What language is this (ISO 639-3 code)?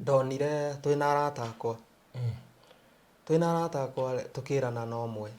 kik